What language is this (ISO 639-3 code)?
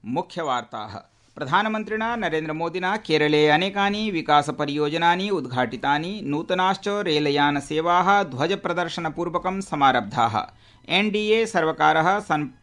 san